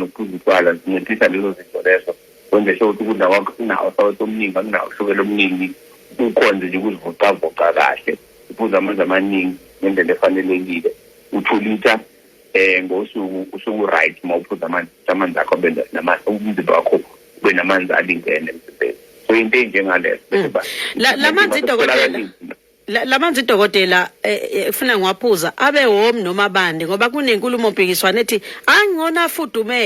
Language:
Zulu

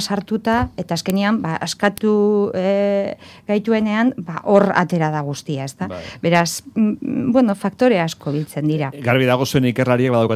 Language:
Basque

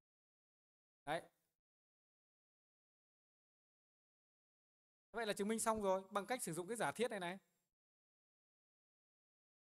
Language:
Vietnamese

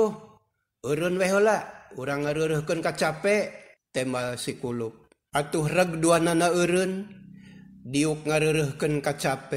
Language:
Sundanese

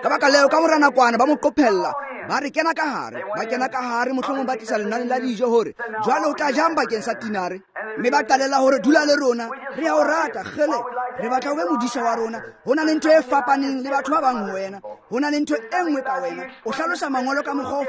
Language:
Tswana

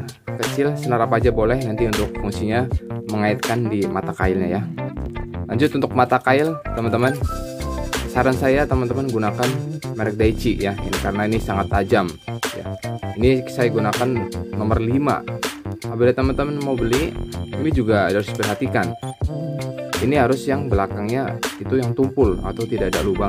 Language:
Indonesian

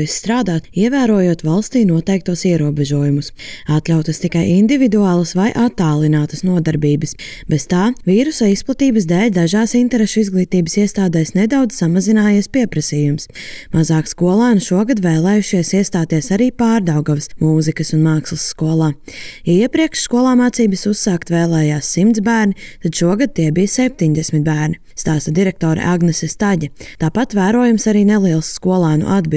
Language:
Latvian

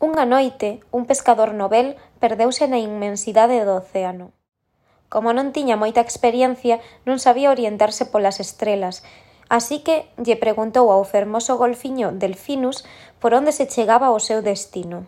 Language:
Galician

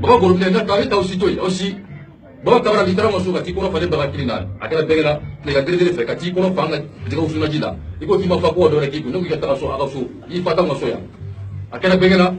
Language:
Bambara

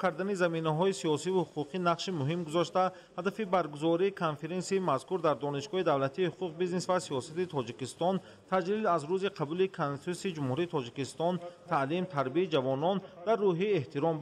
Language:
Tajik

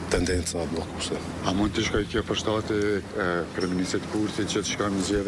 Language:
Albanian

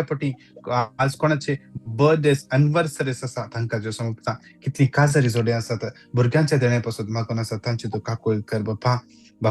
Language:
Konkani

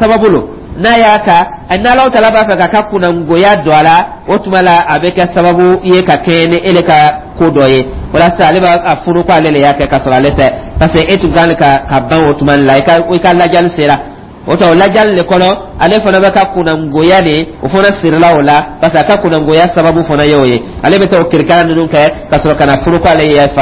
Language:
Dyula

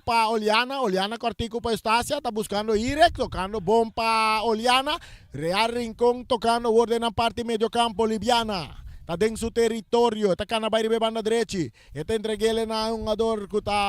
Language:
Papiamento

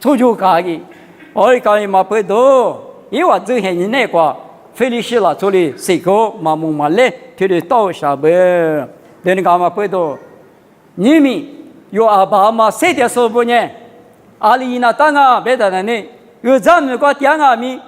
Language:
Lisu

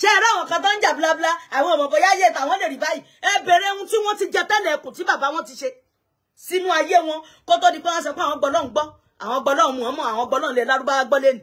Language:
Yoruba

